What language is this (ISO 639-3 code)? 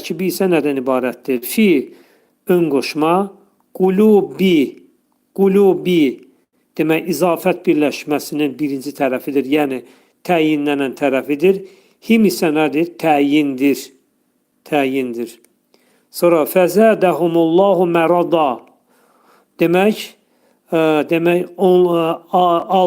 aze